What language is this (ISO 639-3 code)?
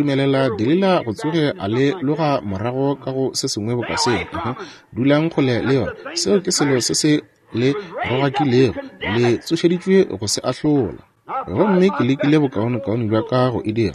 nso